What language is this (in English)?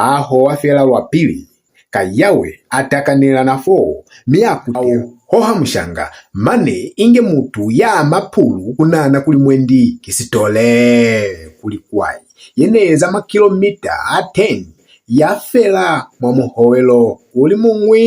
Lozi